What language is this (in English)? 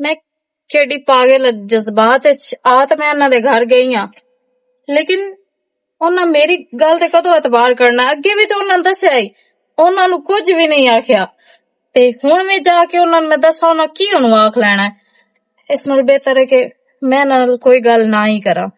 Western Panjabi